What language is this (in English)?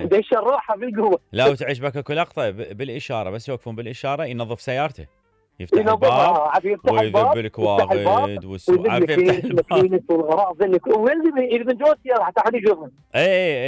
Mesopotamian Arabic